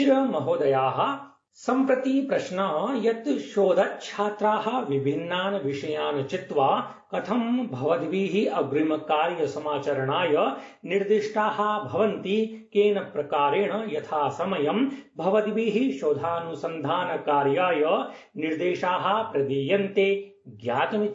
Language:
Sanskrit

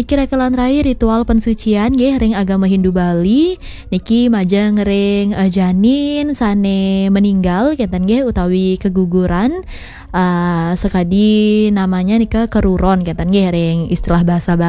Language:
Balinese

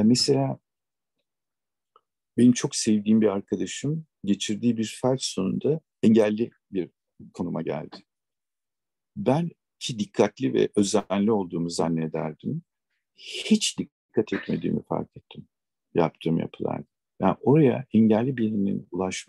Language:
Turkish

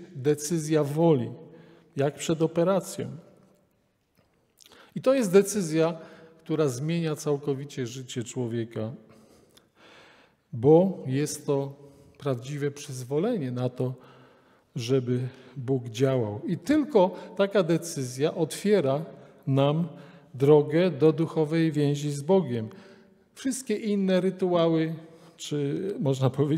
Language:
Polish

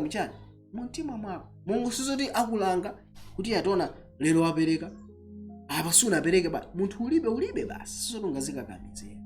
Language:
Nyanja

